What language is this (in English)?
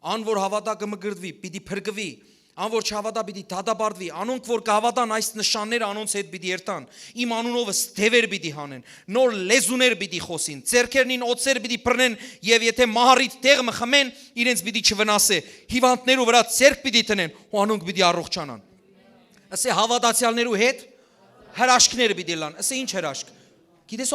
Western Armenian